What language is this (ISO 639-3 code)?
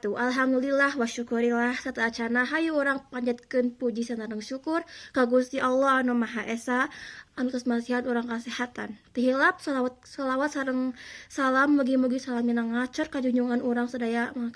sun